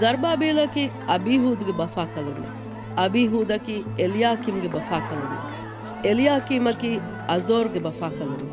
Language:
Divehi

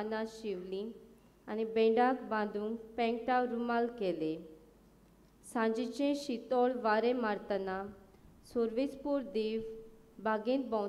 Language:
Konkani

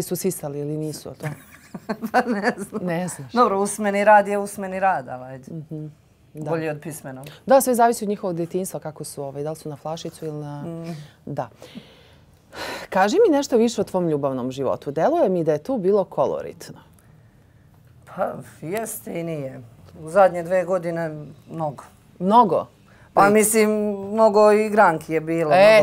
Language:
Serbian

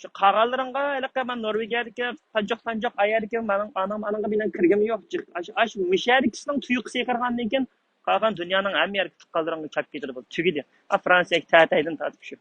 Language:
Uyghur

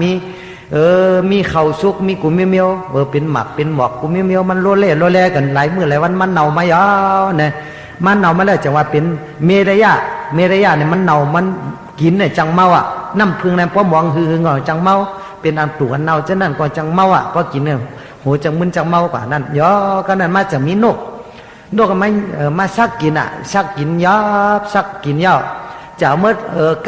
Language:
Shan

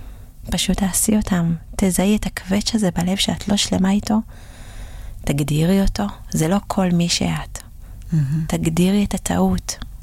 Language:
Hebrew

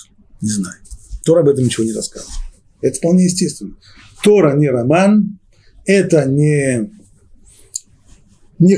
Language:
Russian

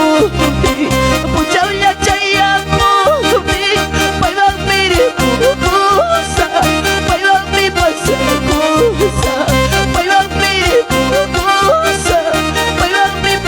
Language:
Ayacucho Quechua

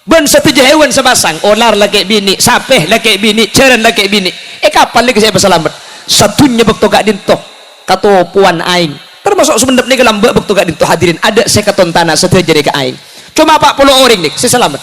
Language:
Madurese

